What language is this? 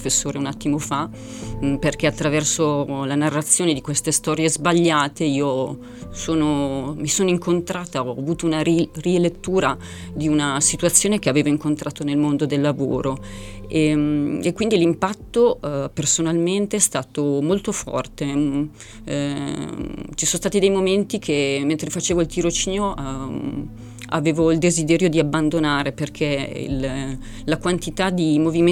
Italian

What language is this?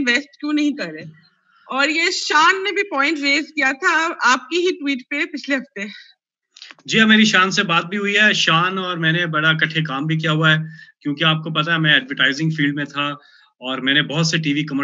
Hindi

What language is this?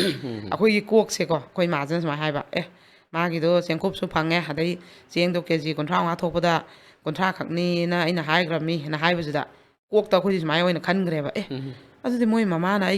Manipuri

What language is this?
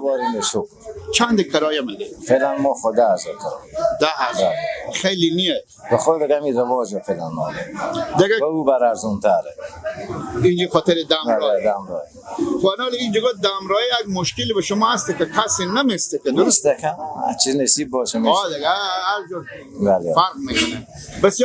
Persian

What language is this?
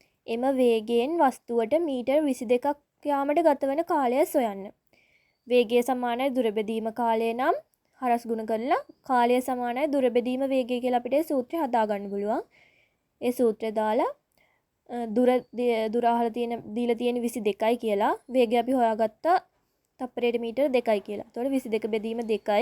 Sinhala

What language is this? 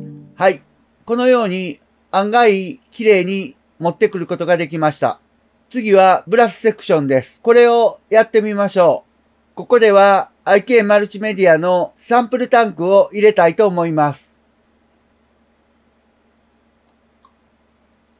Japanese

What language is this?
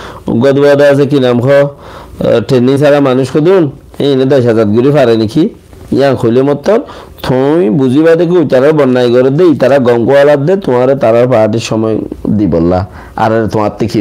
Rohingya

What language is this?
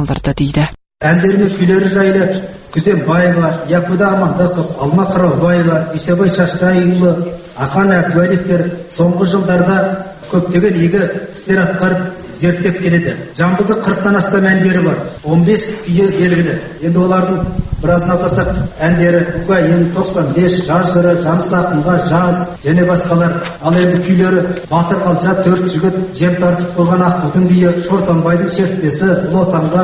Kazakh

